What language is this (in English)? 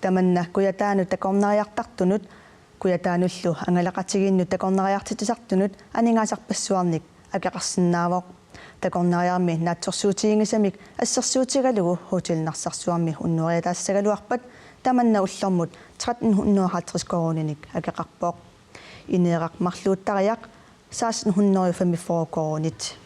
Kalaallisut